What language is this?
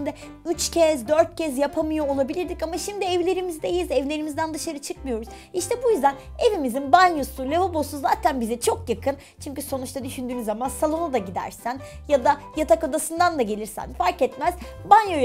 Turkish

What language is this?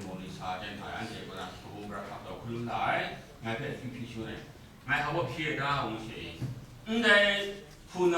Kachin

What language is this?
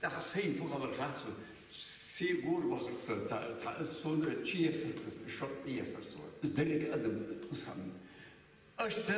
Ingush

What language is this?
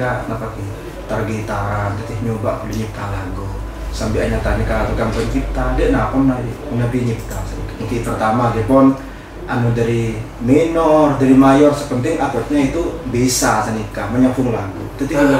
Madurese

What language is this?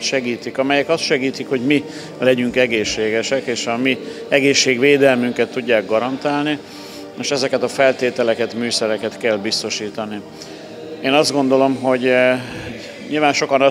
Hungarian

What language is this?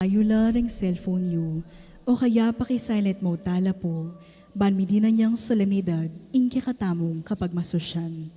Pampanga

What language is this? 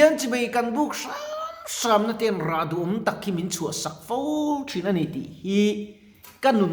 Mizo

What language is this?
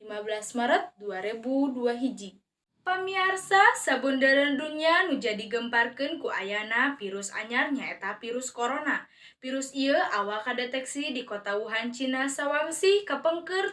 Sundanese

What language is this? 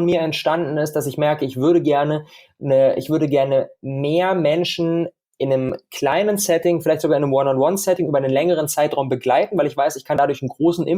German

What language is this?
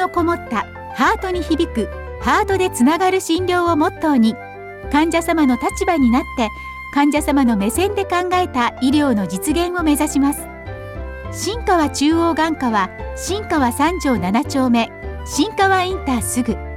Japanese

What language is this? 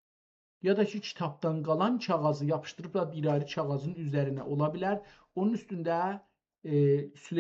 South Azerbaijani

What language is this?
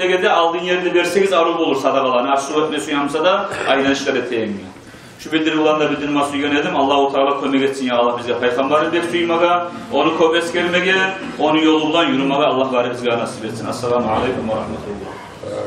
Kumyk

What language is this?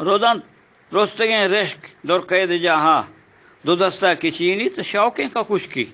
Eastern Balochi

